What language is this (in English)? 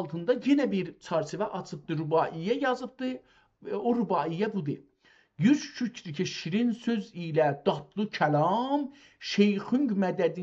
South Azerbaijani